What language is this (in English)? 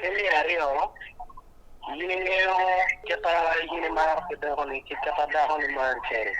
Acoli